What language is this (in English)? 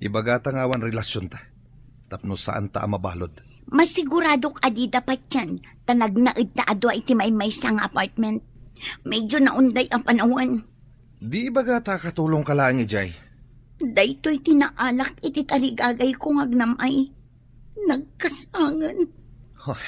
Iloko